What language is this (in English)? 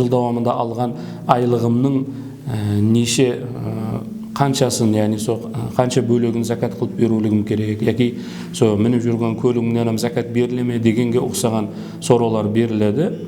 Kara-Kalpak